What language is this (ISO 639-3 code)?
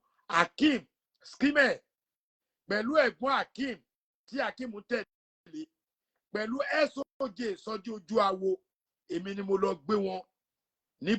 yor